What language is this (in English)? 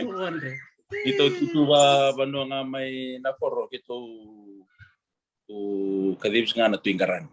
Fijian